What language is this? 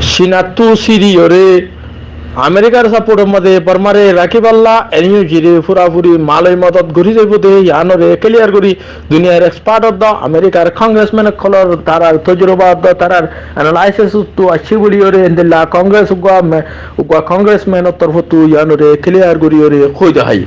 Rohingya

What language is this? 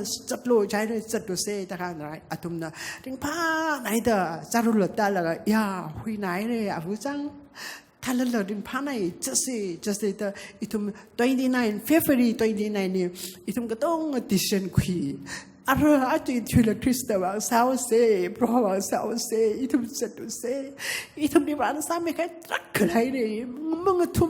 Tangkhul Naga (India)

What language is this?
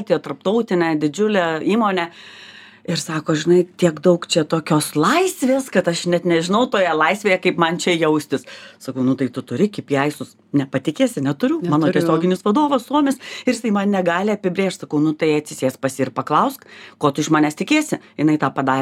Lithuanian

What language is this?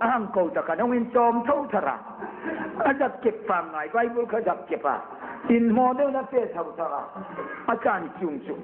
Hmar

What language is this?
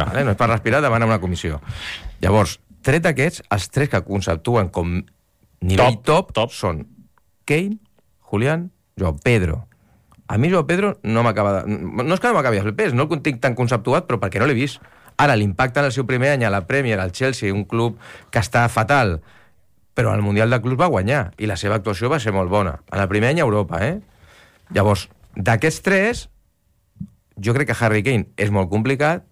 Catalan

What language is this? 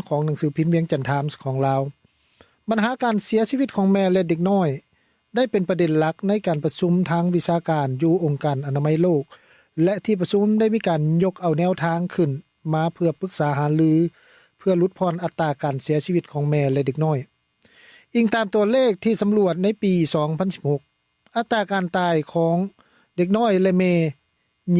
Lao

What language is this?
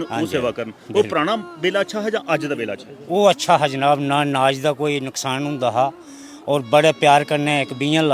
Dogri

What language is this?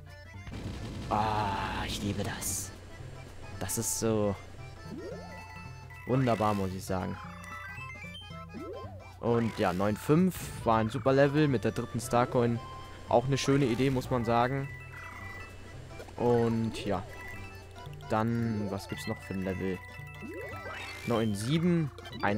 German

